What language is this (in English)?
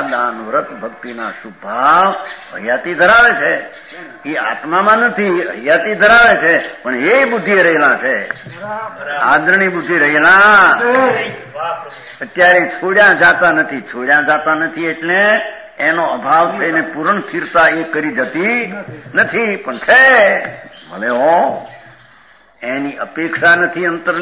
Gujarati